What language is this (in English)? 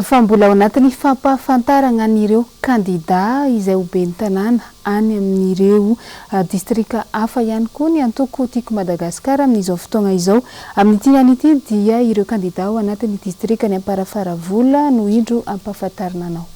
Malagasy